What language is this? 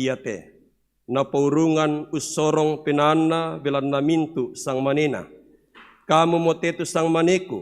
Toraja-Sa'dan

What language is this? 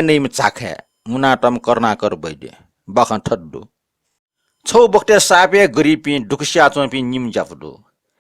Newari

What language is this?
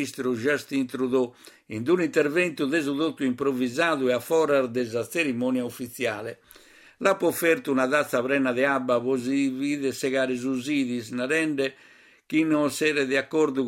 Sardinian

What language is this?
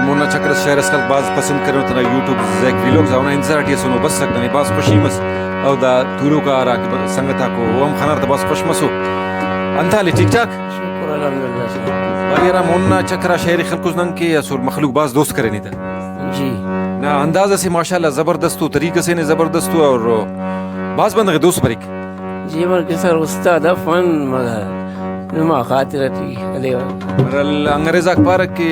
Brahui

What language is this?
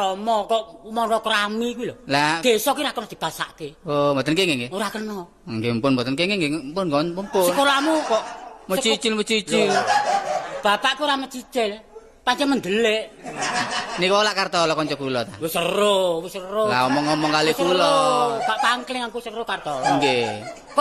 Javanese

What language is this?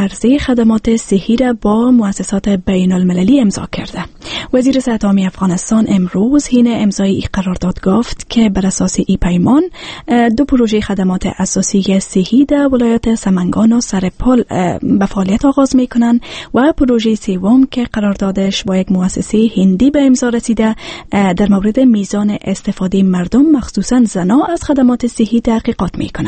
Persian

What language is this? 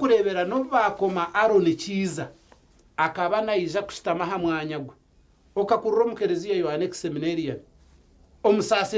Nyankole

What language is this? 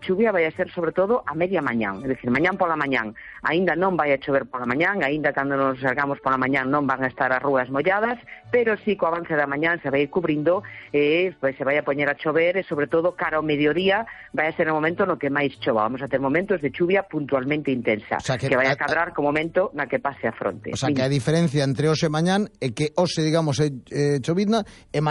Galician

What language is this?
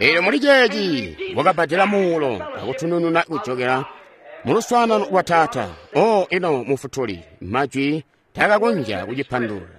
Tonga (Zambia)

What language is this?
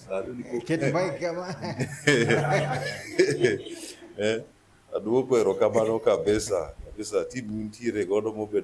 Luo (Kenya and Tanzania)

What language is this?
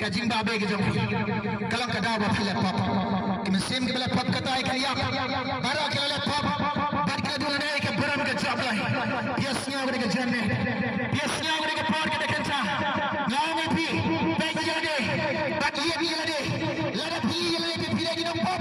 Khasi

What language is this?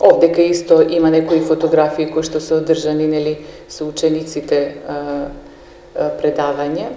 Macedonian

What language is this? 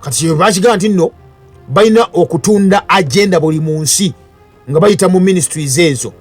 Ganda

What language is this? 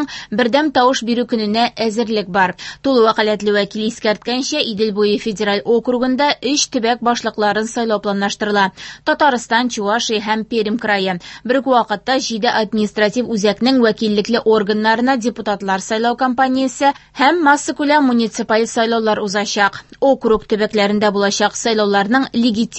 Tatar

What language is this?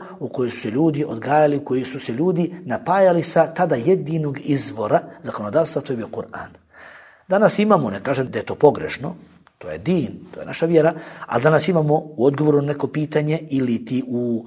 Bosnian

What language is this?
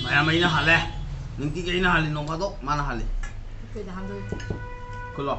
Manipuri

